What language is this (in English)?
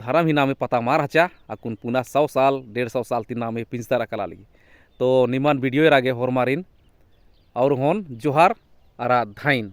Kurukh